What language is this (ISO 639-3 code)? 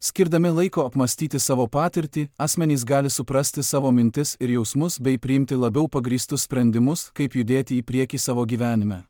lit